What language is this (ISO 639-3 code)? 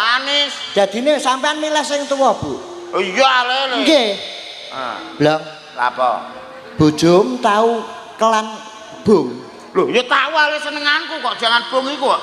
jav